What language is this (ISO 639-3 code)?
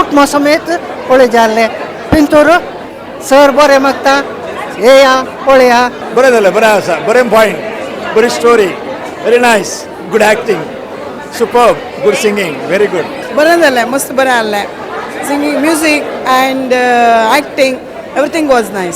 kok